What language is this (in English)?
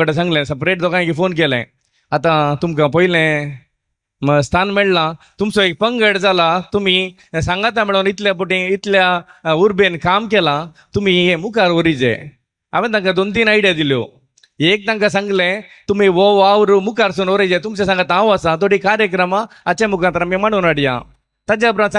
Konkani